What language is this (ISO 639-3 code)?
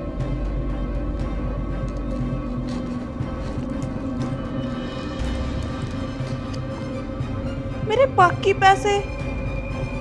pan